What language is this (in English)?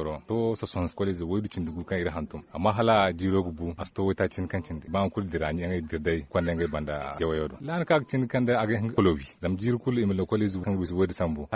Zarma